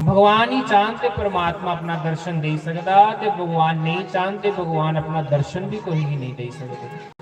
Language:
Dogri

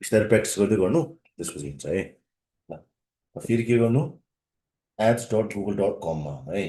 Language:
Nepali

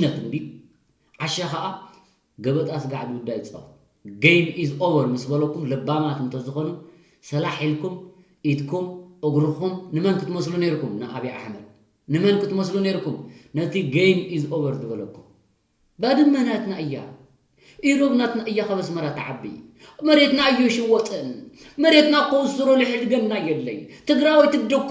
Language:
Tigrinya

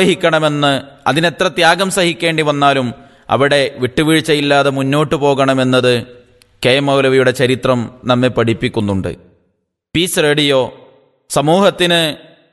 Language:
Malayalam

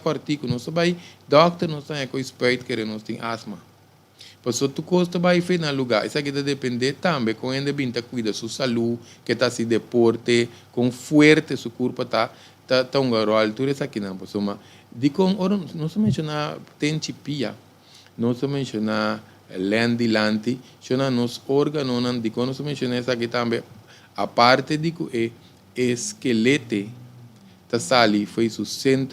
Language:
Papiamento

